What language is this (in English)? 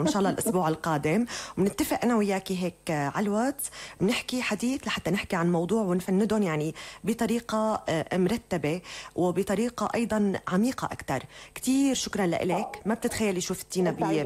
North Levantine Arabic